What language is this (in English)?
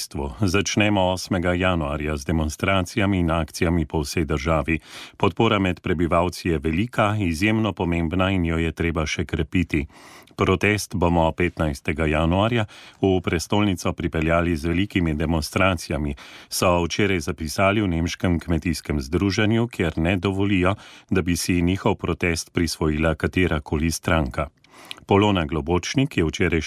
Slovenian